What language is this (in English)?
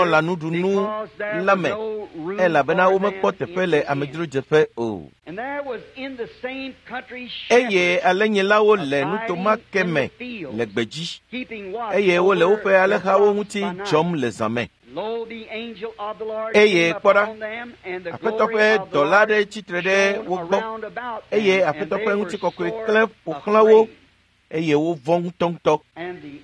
Ewe